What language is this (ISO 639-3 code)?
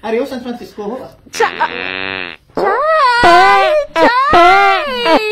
hil